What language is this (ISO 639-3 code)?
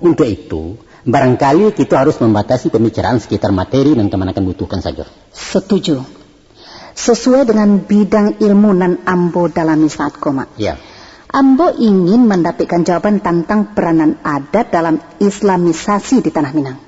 min